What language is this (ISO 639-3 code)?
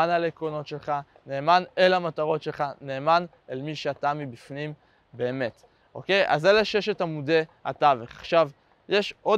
heb